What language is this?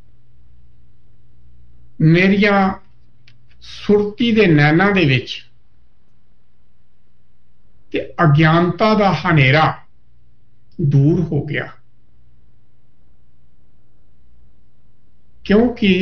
Punjabi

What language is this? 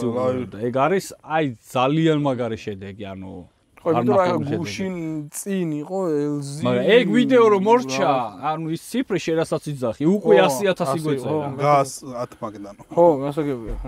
Georgian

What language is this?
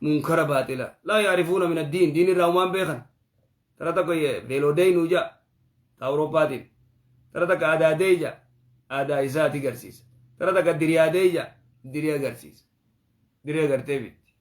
Oromo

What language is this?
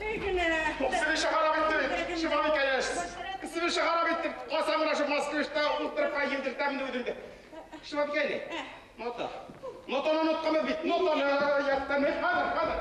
Bashkir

